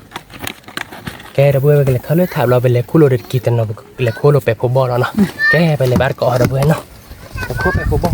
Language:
S'gaw Karen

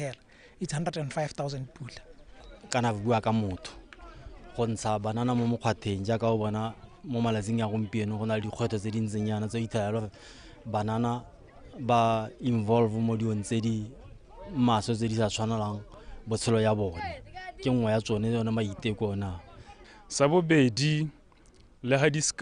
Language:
Tswana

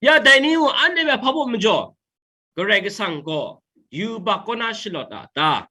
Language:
Kachin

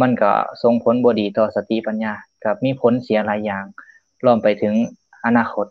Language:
Lao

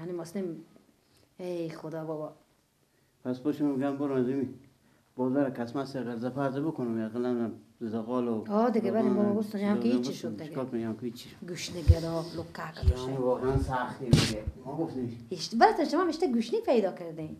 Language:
Persian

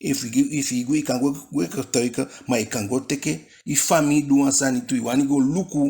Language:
Eastern Maroon Creole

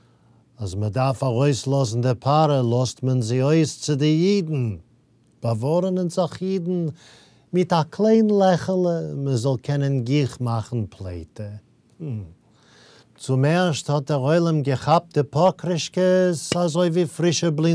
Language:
Yiddish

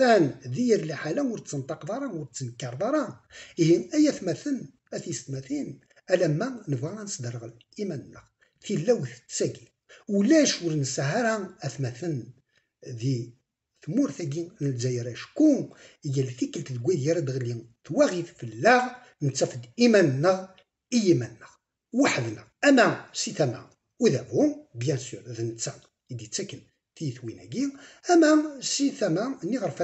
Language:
Kabyle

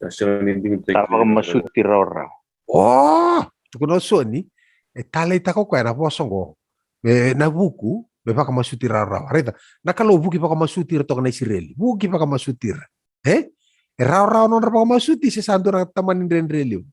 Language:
Fijian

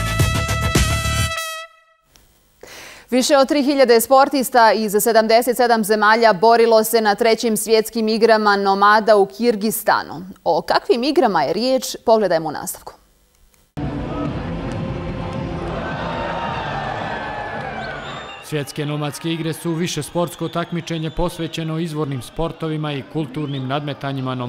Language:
Bosnian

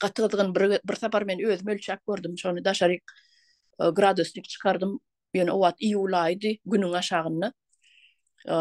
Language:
Turkmen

